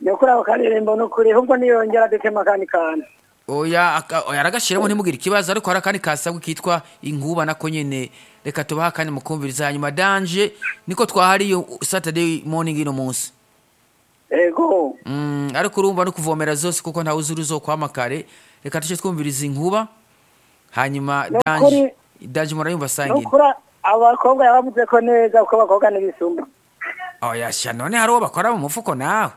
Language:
Rundi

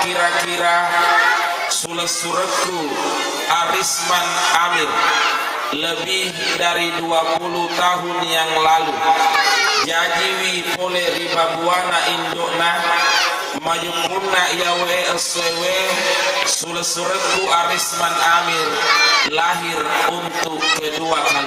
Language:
Buginese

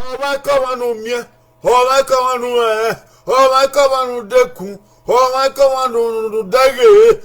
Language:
Bini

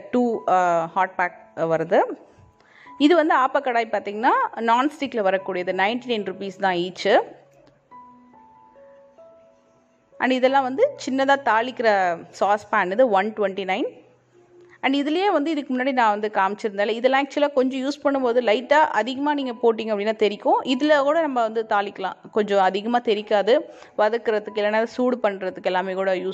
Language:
Tamil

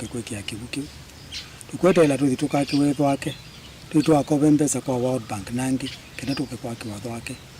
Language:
Kamba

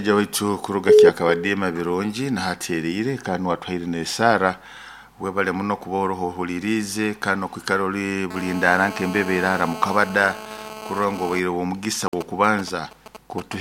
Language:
Nyoro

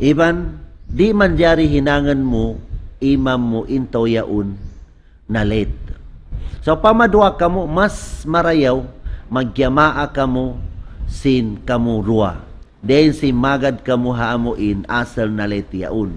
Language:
Tausug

